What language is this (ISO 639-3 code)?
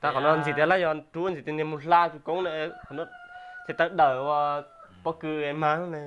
hmn